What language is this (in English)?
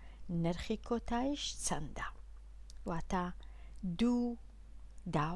Central Kurdish